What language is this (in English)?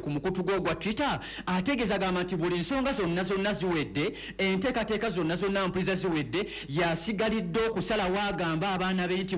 Ganda